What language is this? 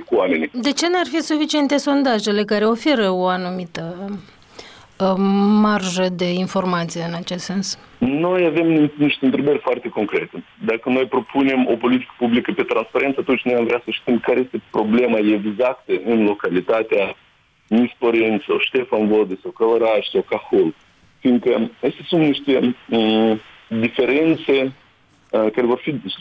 Romanian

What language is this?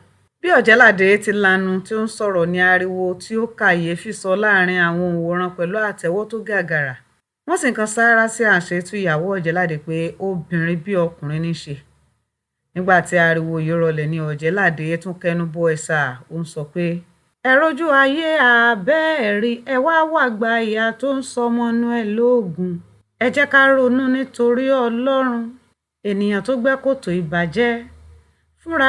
Yoruba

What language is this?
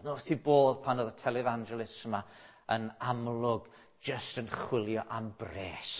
Welsh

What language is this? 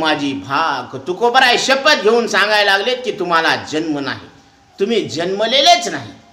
Marathi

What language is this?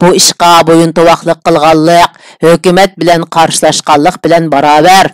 Uyghur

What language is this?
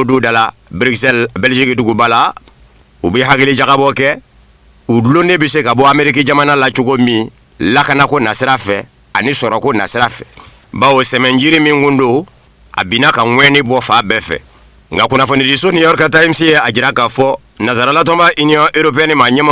Bambara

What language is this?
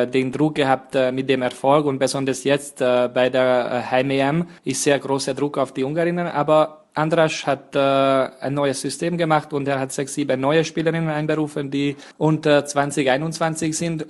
German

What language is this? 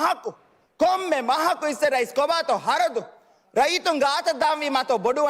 Divehi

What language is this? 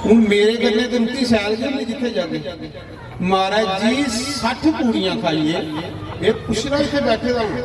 Dogri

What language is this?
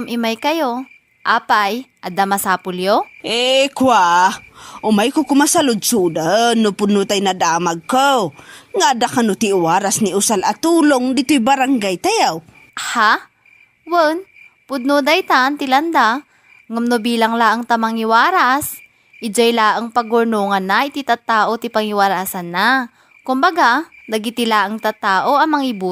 Iloko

